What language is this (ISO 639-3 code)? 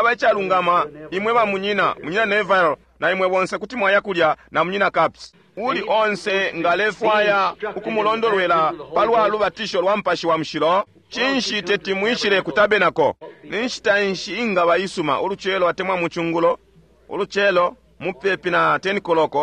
bem